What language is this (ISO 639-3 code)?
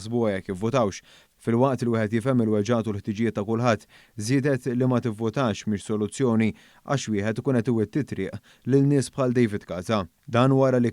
mlt